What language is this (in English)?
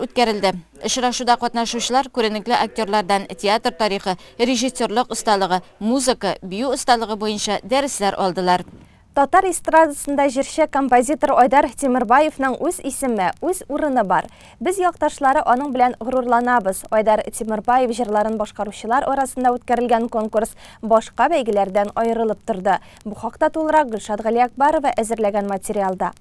Tatar